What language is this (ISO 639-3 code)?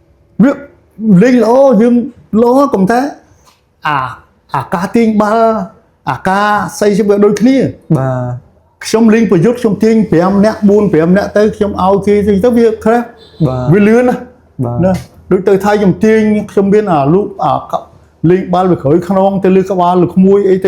khm